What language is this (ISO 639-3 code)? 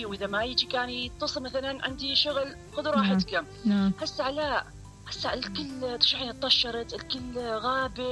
acm